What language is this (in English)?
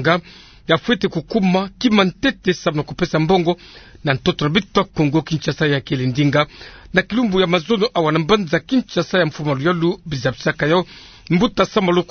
Kituba (Democratic Republic of Congo)